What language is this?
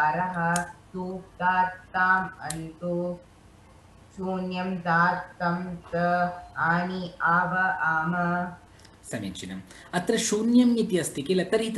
Sanskrit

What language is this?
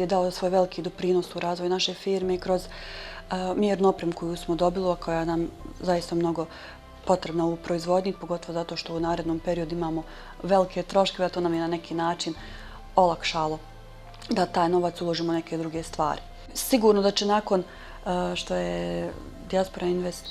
Bosnian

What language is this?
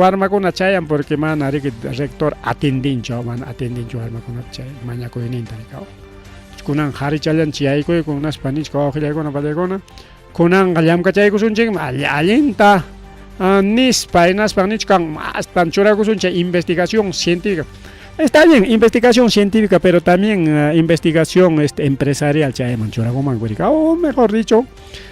Ayacucho Quechua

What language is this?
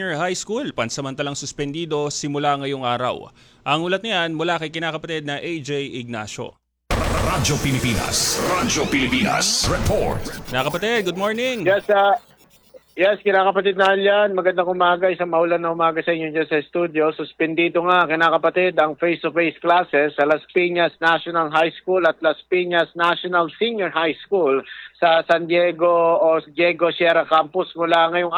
Filipino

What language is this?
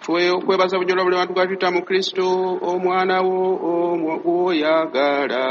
Ganda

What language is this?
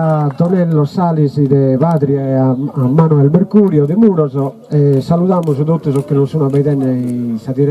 Sardinian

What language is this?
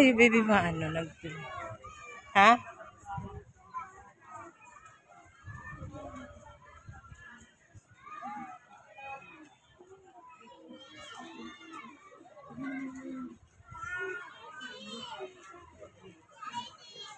Filipino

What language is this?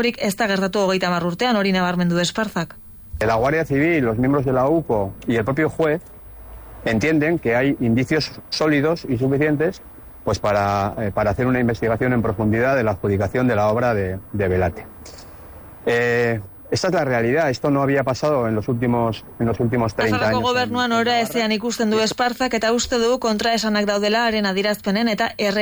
Basque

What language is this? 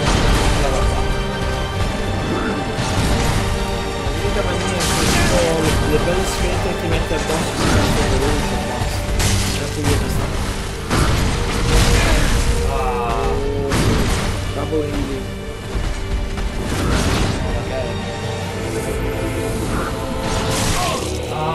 Italian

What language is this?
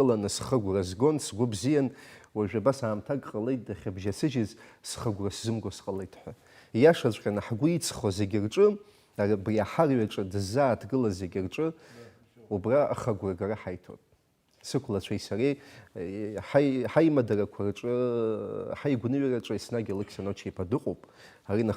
Abkhazian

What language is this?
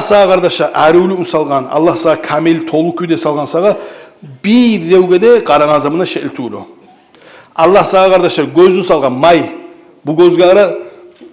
Kumyk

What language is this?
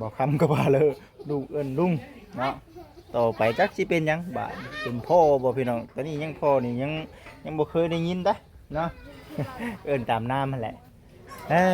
Lao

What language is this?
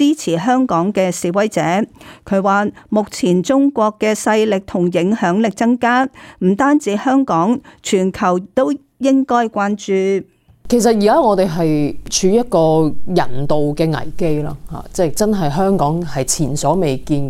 Cantonese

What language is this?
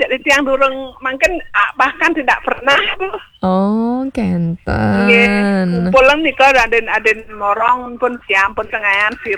Balinese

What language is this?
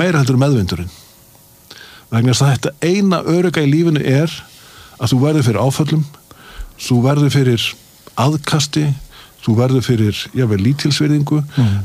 Icelandic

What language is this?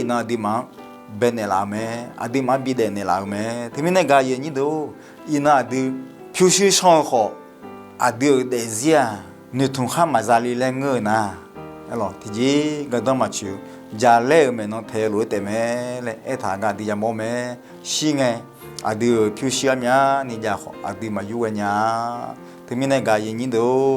Akha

